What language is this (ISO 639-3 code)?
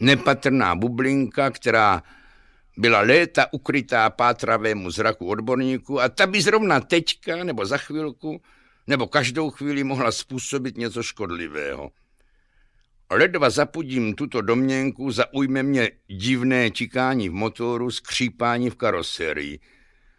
ces